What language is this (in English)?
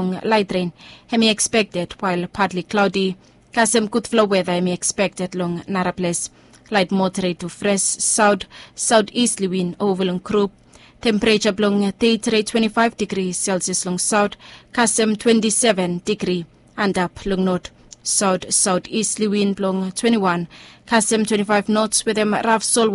Bislama